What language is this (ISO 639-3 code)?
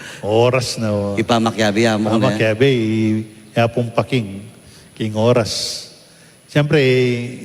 pam